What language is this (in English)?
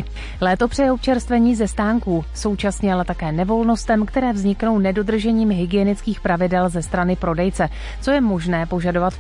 Czech